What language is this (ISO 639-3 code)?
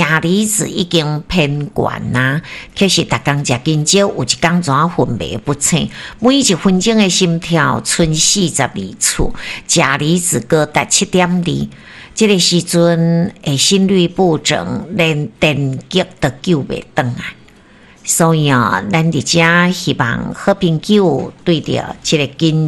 nan